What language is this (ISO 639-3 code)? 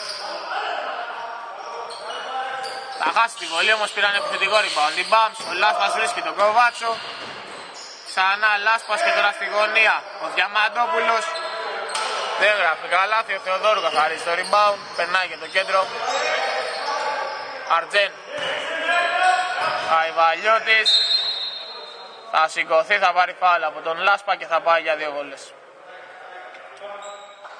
ell